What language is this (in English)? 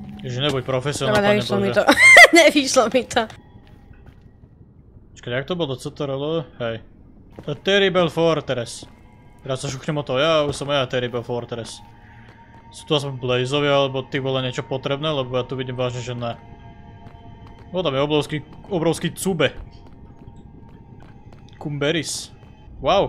Slovak